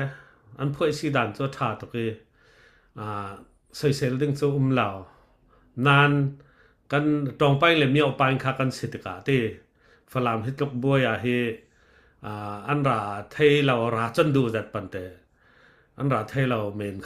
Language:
Falam Chin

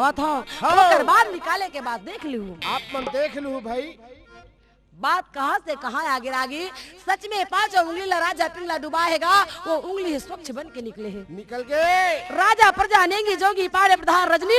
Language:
Chhattisgarhi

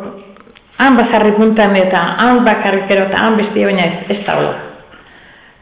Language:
Basque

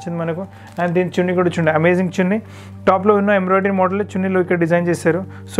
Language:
Telugu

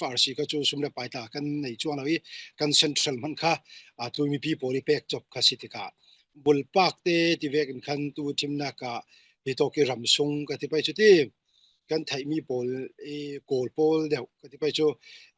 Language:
Falam Chin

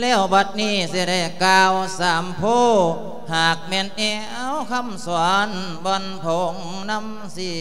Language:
Lao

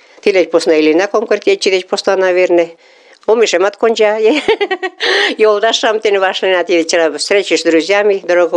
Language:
Mari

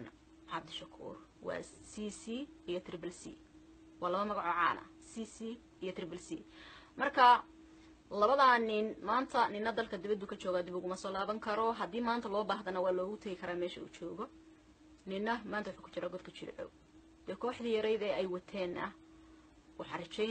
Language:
Somali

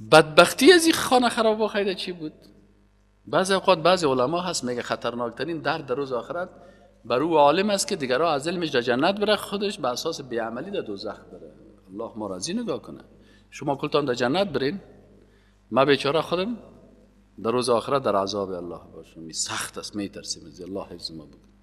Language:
Tajik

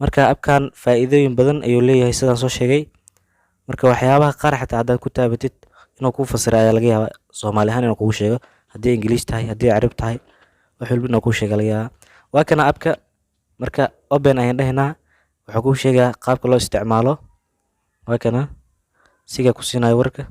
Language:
Somali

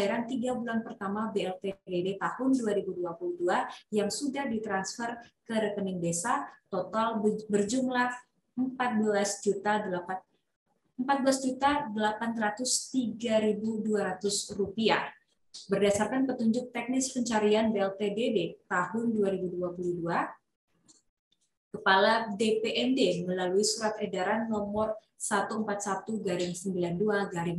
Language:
Indonesian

